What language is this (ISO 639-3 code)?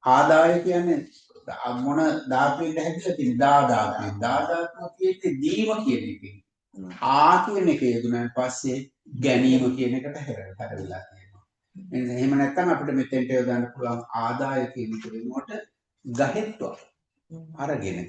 sin